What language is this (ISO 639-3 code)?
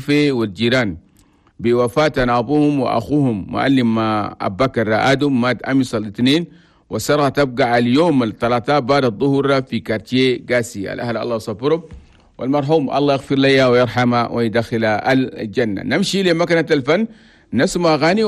shu